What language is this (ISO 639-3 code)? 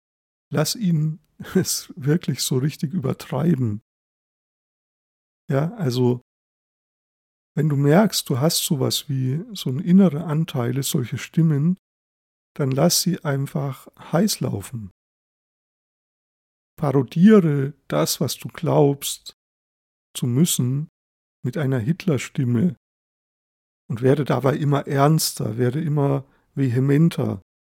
deu